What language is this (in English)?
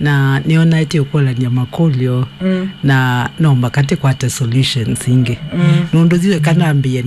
Kamba